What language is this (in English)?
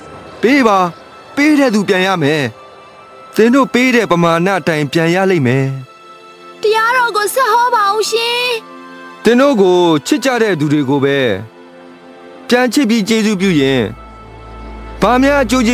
Burmese